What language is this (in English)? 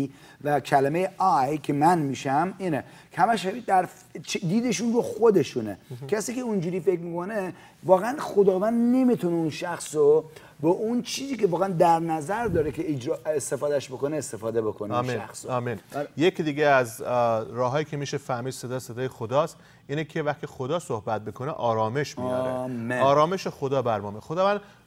Persian